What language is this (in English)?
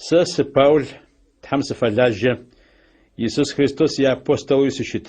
Adyghe